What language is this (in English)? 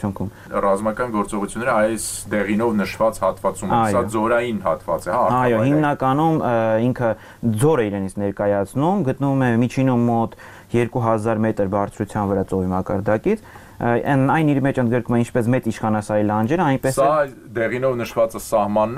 Armenian